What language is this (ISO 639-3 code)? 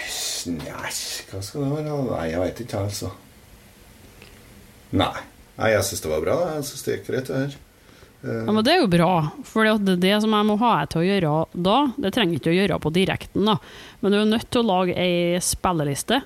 nor